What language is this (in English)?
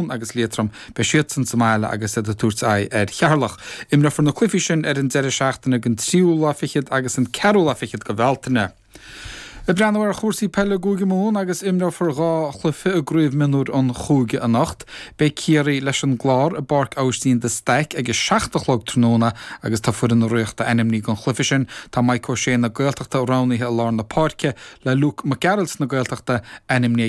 Irish